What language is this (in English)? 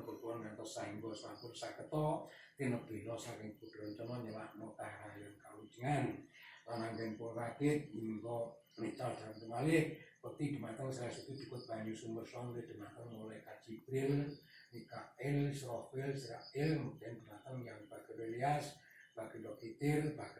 Javanese